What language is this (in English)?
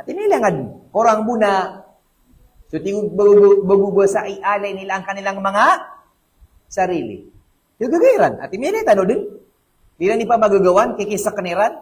Maranao